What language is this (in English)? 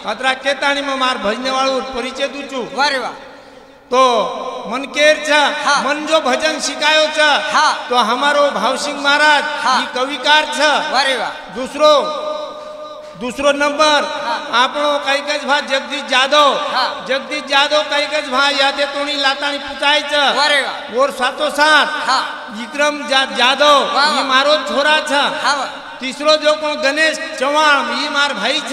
Lambadi